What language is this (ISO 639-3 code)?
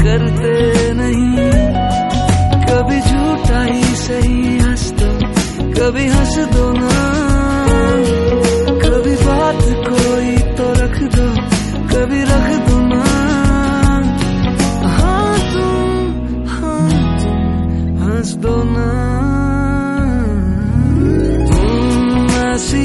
hin